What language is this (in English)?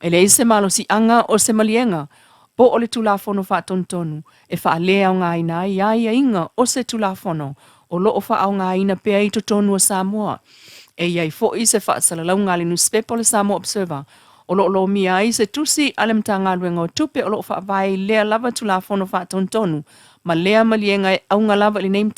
Samoan